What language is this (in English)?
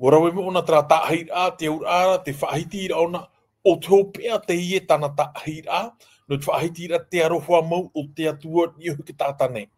Tahitian